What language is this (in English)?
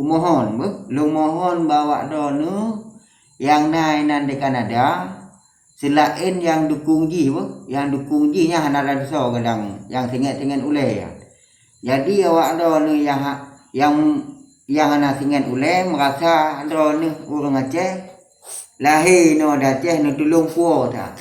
Achinese